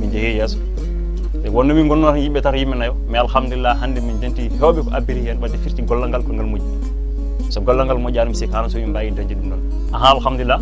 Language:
Fula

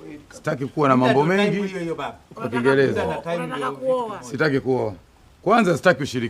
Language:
Swahili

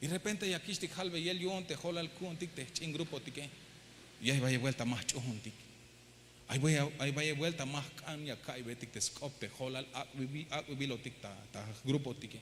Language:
Tzeltal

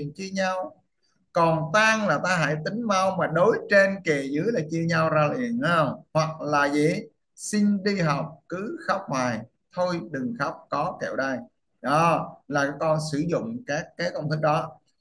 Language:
Vietnamese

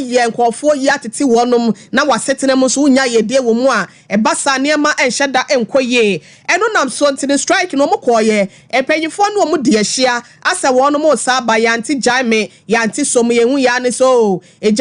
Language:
Akan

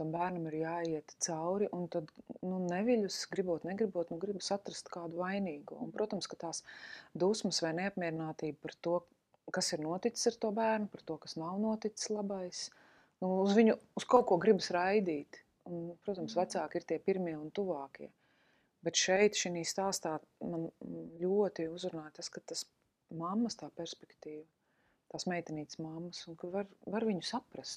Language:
Latvian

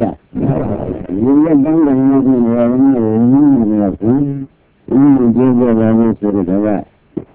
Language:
Burmese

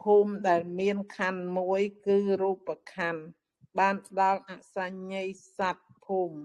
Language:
Khmer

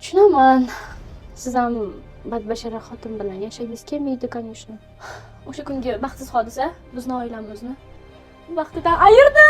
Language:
Uzbek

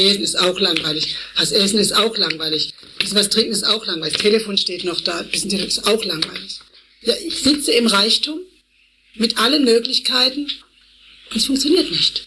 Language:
German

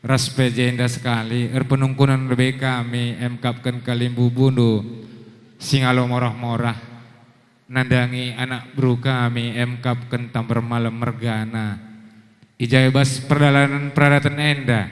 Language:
Batak Karo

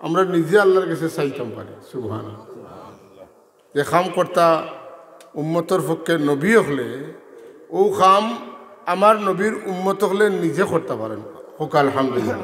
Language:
Sylheti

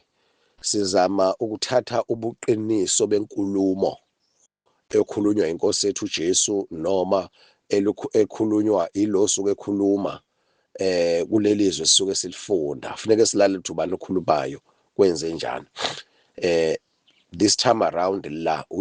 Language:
Zulu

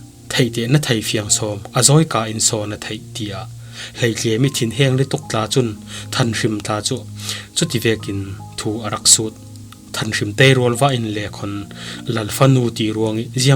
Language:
Falam Chin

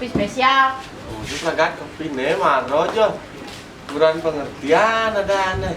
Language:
Balinese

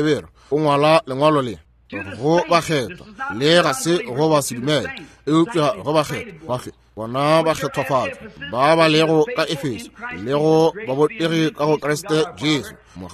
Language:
Northern Sotho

